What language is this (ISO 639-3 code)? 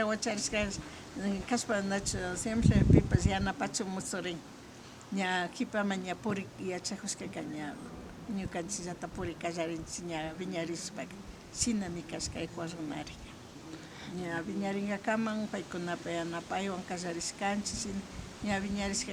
qvi